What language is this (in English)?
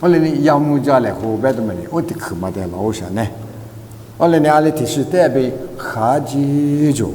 Lisu